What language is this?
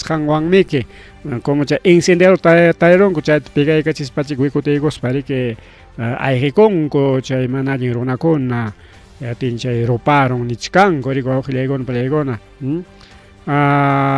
Ayacucho Quechua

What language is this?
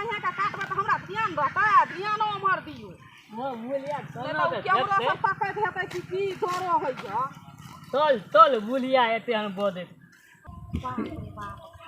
Maithili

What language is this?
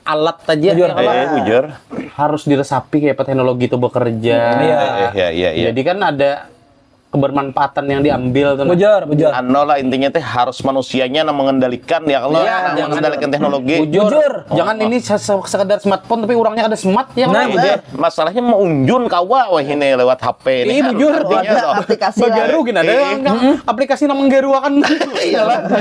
Banjar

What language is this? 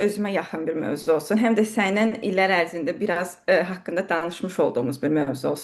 Azerbaijani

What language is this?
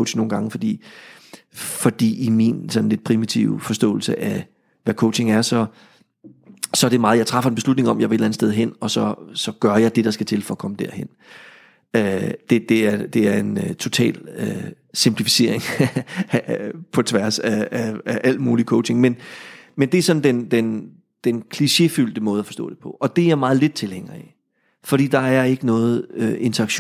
Danish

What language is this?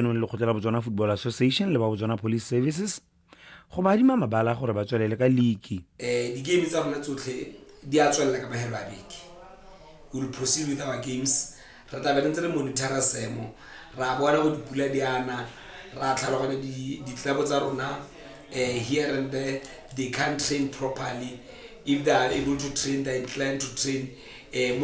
Tswana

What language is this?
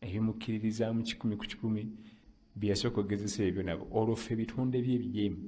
Ganda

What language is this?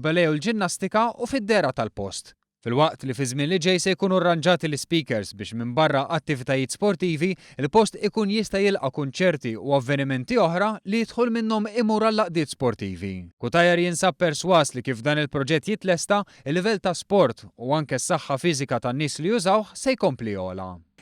Maltese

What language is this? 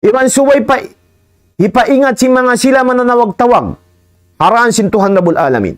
Tausug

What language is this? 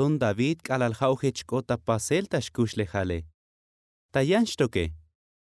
Tzotzil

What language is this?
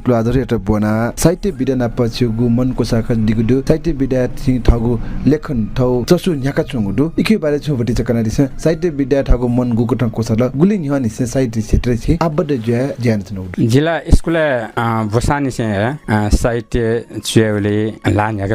Newari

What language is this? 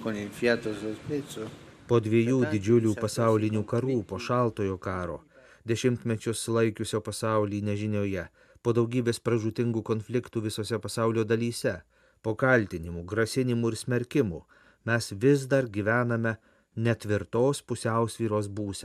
Lithuanian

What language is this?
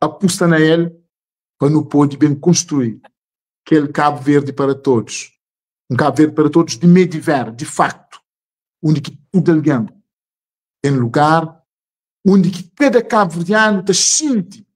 Kabuverdianu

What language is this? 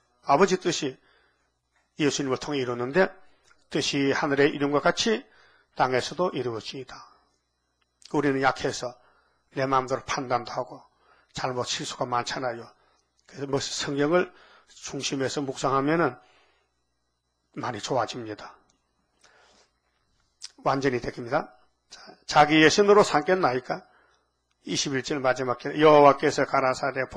Korean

